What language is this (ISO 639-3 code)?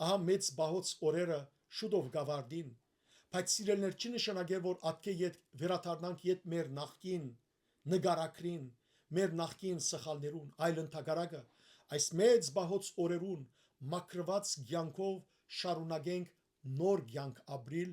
hyw